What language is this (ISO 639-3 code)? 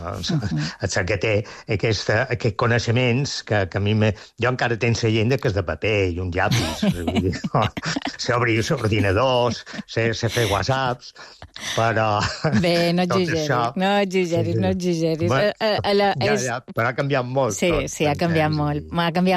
cat